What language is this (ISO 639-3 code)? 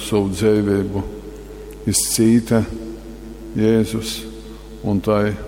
ltg